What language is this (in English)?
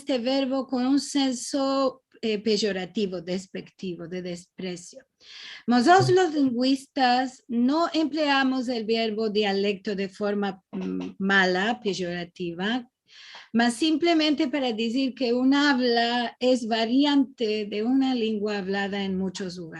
Ladino